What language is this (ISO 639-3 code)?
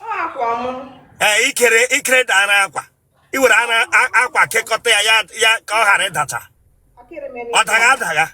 ibo